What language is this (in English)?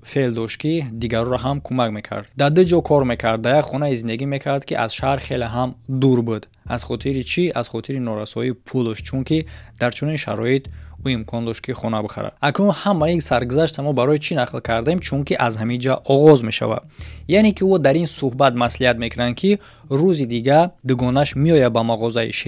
Tajik